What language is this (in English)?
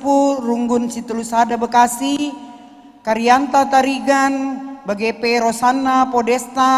Batak Karo